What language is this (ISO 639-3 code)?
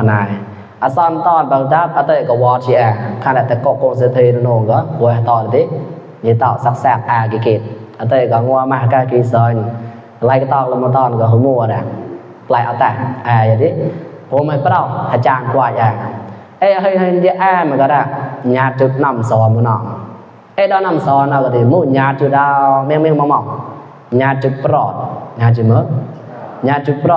mnw